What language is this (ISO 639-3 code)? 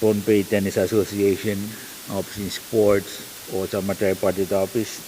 pon